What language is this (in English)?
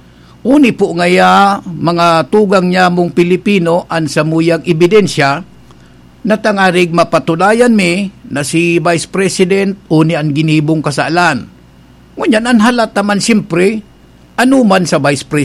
Bikol